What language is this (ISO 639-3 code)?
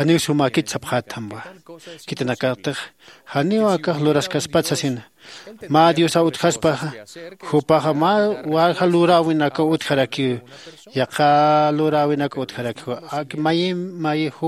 aym